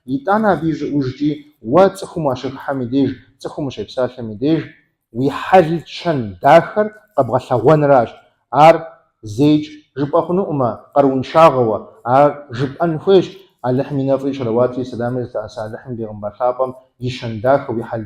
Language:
Kabardian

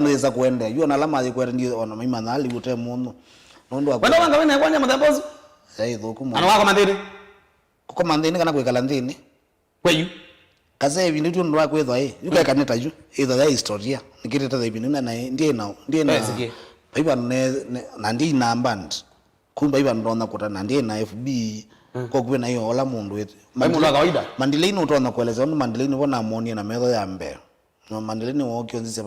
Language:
Kamba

